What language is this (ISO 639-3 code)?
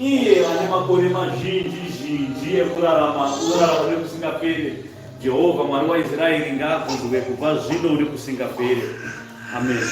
sna